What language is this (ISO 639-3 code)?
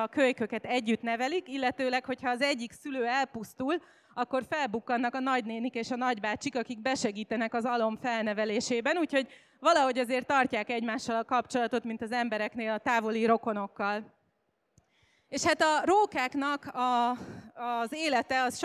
hun